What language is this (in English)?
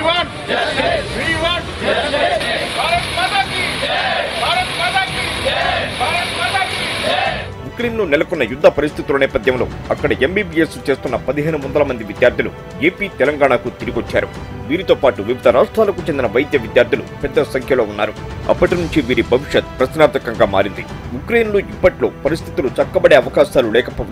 Telugu